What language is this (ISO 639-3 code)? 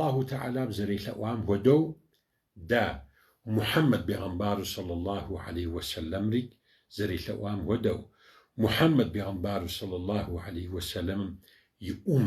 kbd